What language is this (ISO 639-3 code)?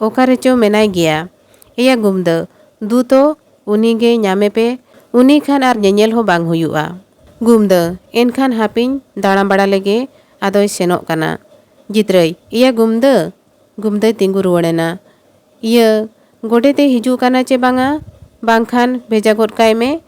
sat